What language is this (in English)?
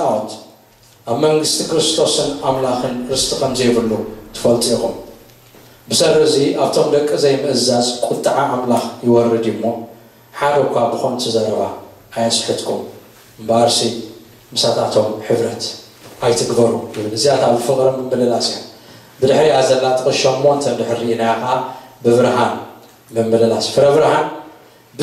Tigrinya